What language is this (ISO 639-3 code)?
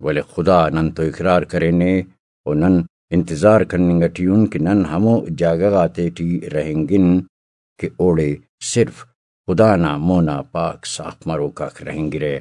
brh